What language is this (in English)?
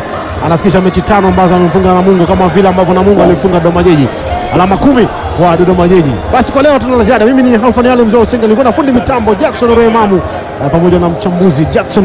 Swahili